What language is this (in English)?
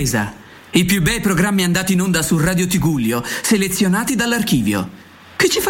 Italian